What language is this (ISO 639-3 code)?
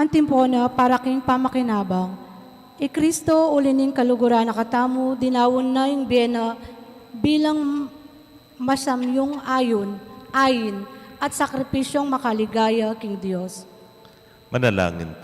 pam